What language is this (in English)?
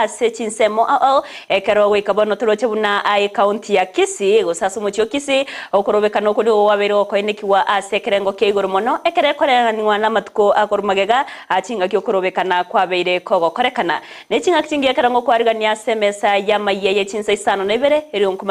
Gusii